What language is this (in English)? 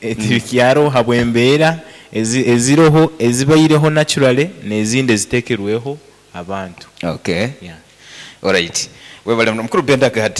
Nyankole